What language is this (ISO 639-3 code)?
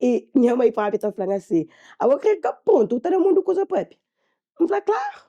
kea